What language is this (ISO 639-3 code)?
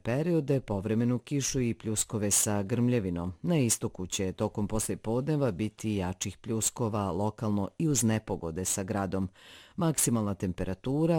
bos